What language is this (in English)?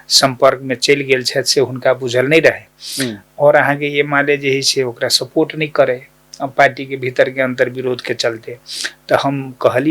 Maithili